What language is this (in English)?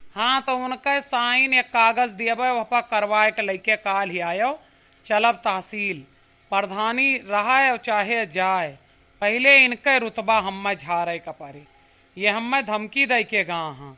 Awadhi